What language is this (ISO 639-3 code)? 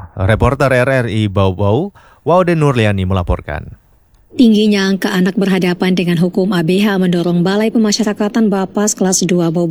ind